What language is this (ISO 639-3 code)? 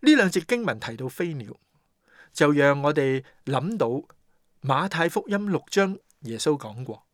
yue